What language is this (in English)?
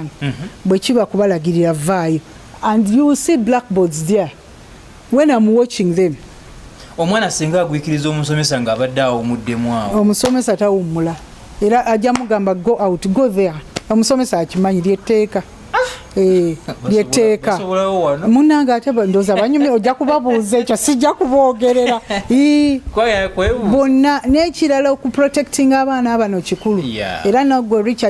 Ganda